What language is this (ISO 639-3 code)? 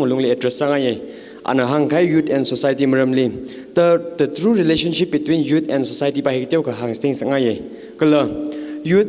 nmf